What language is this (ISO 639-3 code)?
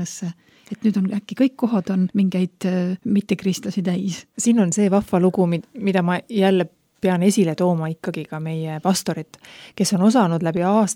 est